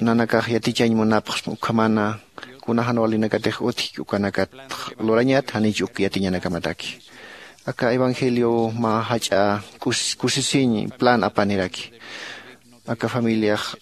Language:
Aymara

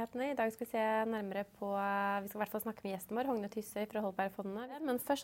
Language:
Norwegian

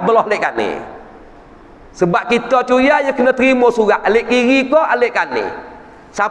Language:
Malay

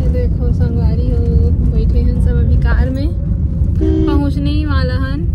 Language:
Chhattisgarhi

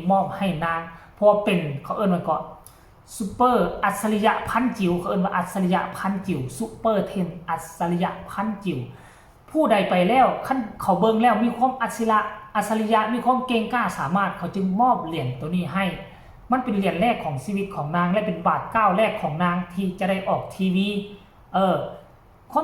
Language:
Northeastern Thai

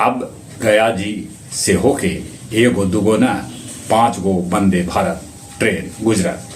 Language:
Magahi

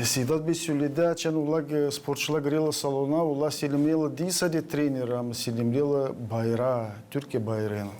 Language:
Gagauz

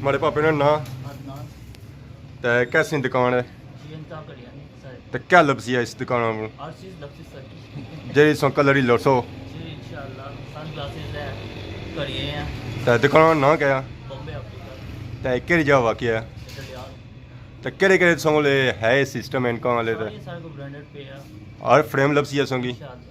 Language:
Pahari-Potwari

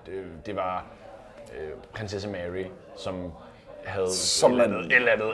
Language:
Danish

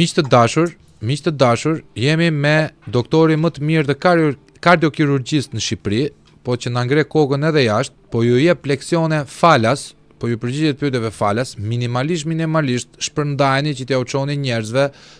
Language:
Albanian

